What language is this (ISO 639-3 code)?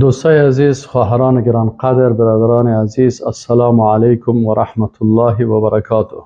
fas